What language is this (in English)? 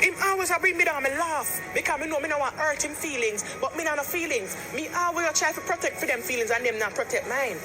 Jamaican Creole English